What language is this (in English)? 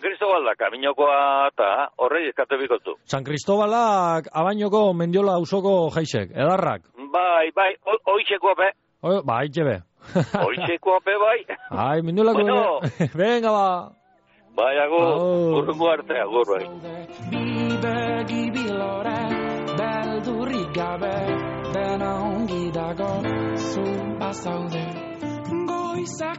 Basque